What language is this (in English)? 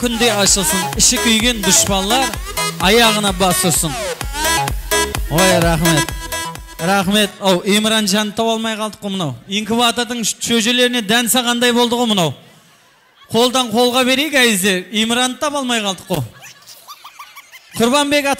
Kara-Kalpak